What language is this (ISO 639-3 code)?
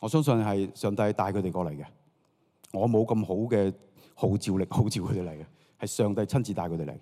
yue